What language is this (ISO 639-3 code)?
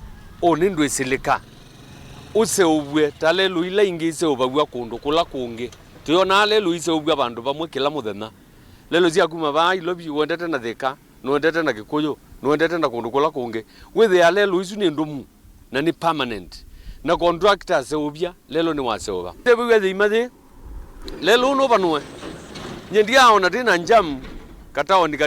kam